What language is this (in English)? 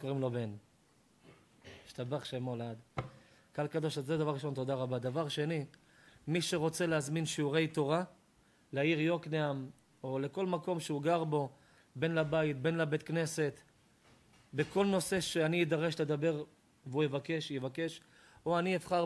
Hebrew